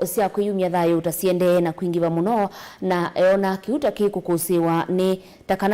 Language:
Kamba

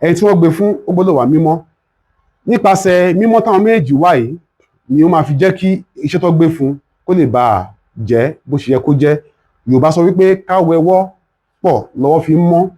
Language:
Yoruba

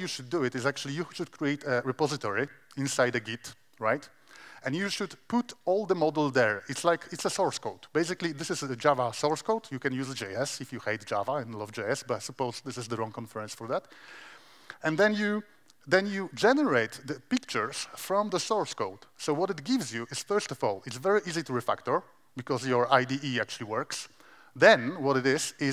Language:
English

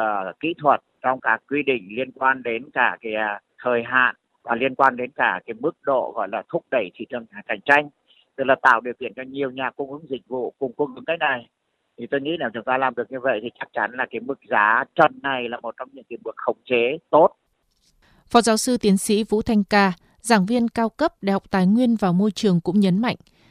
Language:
Vietnamese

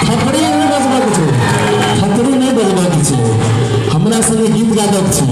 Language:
Maithili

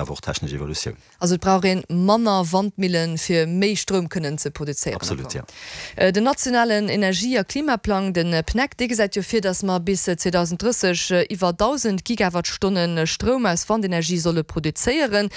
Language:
Luxembourgish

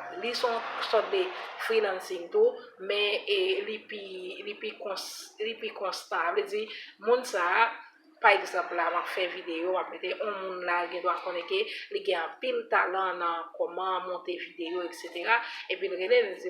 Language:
Haitian Creole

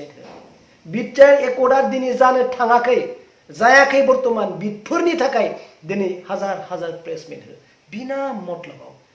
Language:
Bodo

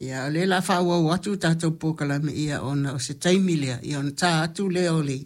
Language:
Samoan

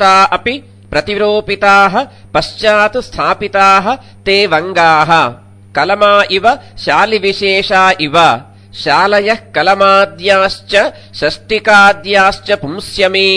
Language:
Sanskrit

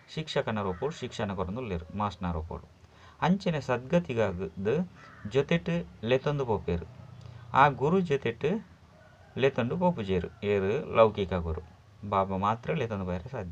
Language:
Tulu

